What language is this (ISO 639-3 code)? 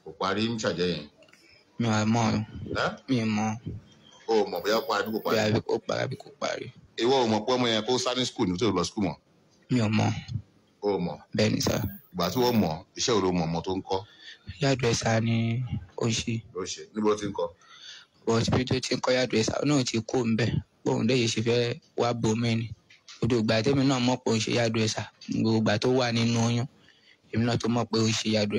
yor